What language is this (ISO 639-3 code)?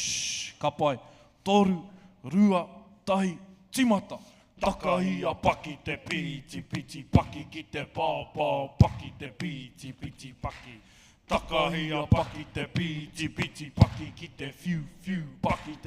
mri